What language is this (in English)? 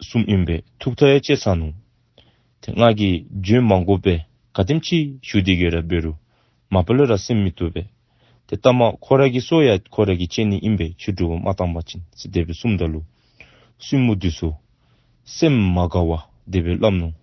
Dzongkha